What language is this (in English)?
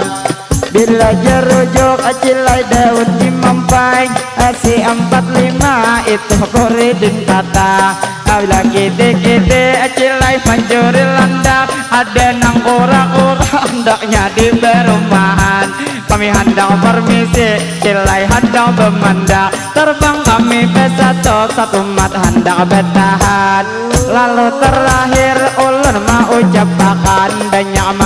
Banjar